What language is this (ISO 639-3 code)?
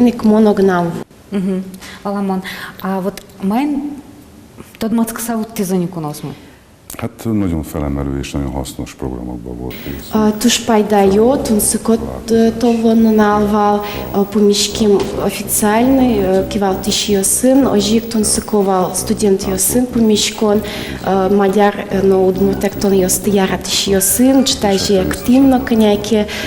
udm